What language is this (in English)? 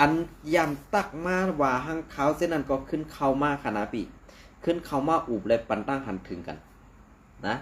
Shan